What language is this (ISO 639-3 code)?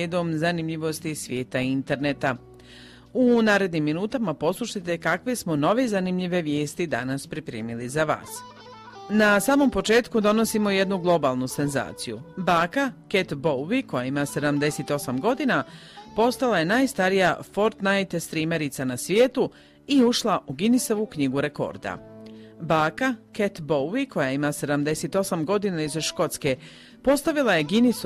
hrv